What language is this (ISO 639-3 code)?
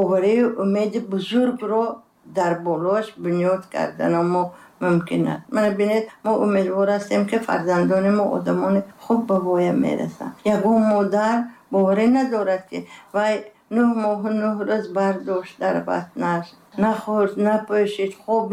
tgk